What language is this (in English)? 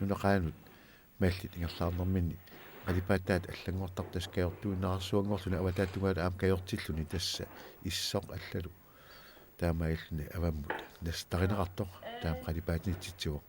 Kalaallisut